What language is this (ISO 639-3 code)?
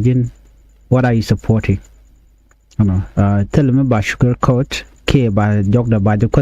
nus